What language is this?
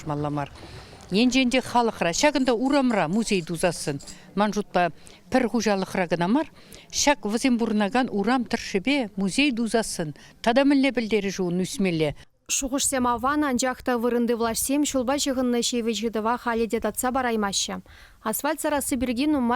Chuvash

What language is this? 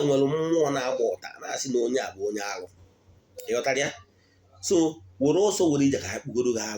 Igbo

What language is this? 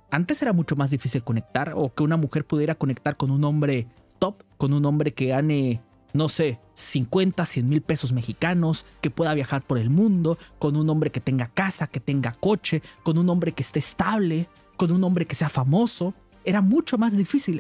Spanish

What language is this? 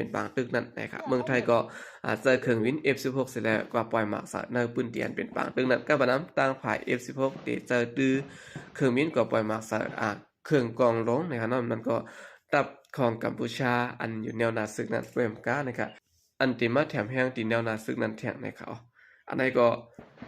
Shan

